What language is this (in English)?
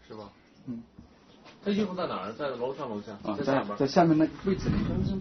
Chinese